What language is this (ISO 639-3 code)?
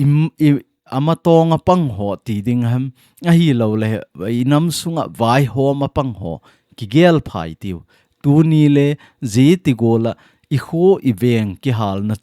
tcz